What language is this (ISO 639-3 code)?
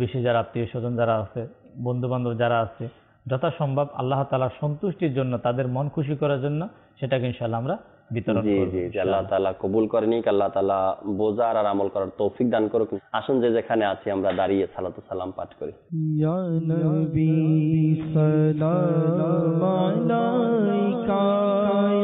ben